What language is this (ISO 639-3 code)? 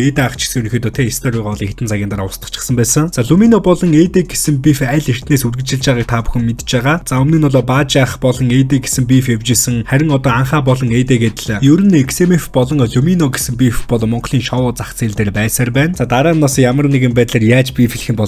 mon